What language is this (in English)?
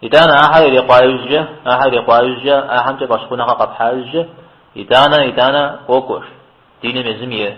Kabardian